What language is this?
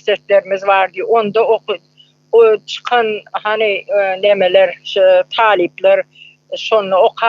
Turkmen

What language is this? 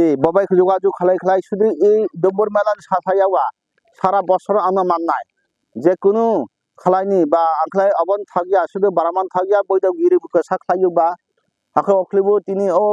Kok Borok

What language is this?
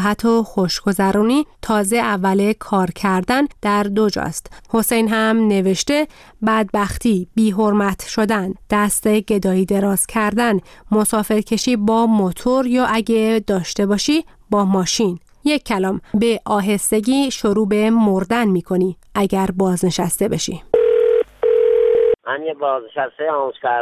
Persian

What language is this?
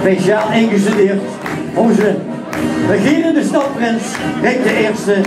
Limburgish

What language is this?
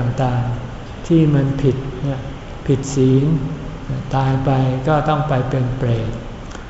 Thai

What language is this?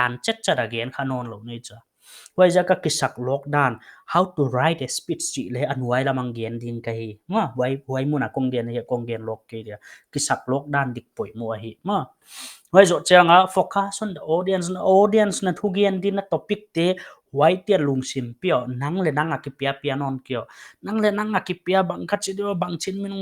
Paite Chin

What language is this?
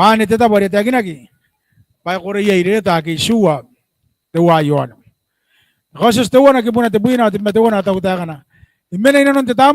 Gilbertese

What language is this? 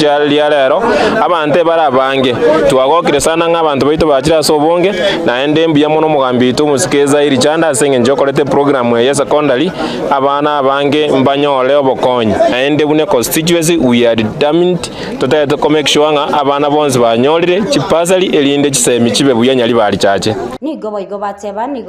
Gusii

